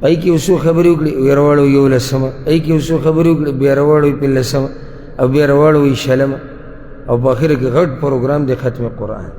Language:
Pashto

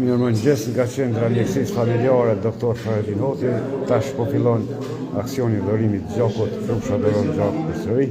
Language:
Albanian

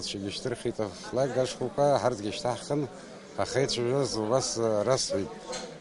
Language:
Abkhazian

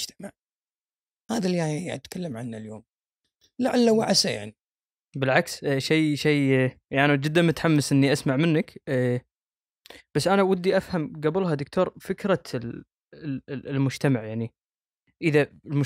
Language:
Gulf Arabic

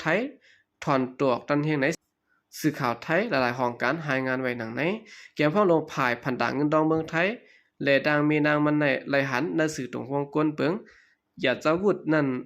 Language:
Shan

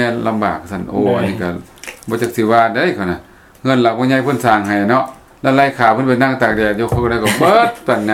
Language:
Lao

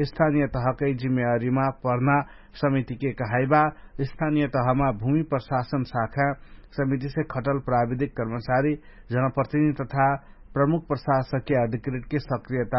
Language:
Dangaura Tharu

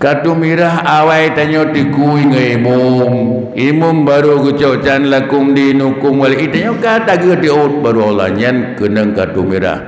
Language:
Achinese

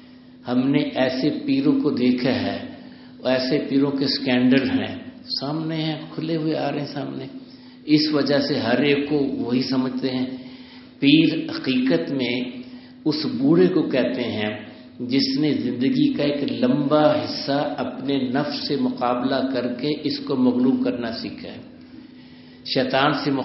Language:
Urdu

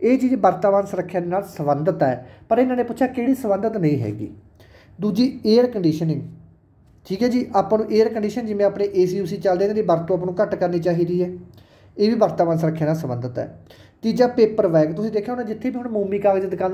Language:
Punjabi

